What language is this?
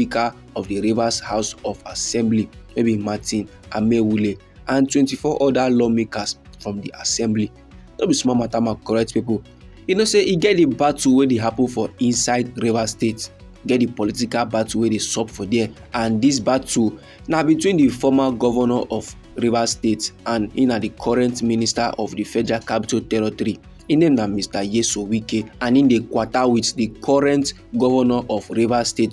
Nigerian Pidgin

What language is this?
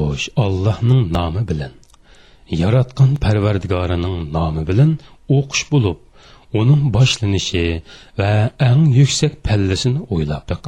Uyghur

